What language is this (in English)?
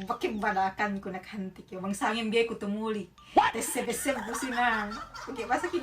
Yakan